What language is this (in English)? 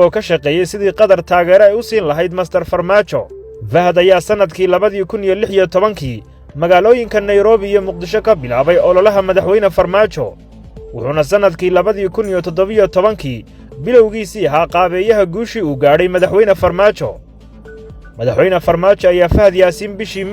Somali